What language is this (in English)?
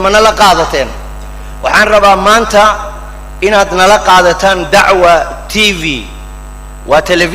Somali